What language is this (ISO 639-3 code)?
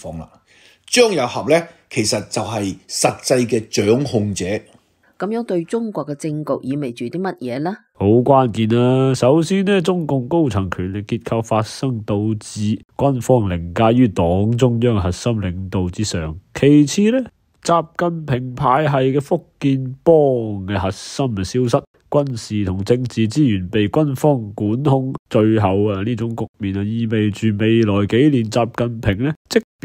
yue